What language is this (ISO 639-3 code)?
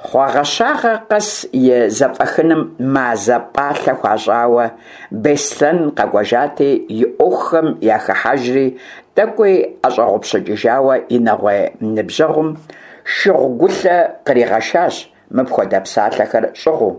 kbd